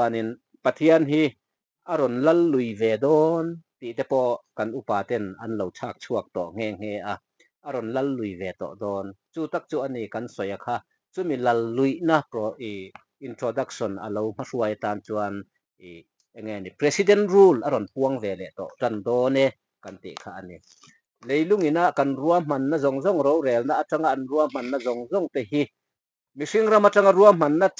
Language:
Mizo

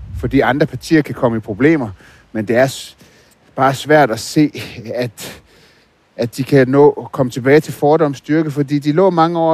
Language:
Danish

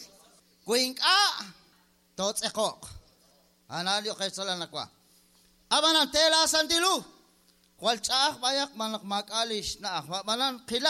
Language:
Kekchí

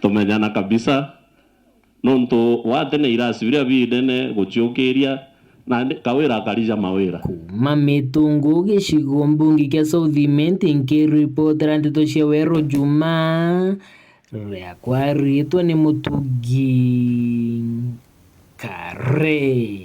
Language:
Meru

